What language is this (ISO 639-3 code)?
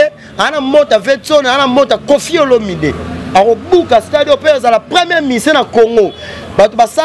lin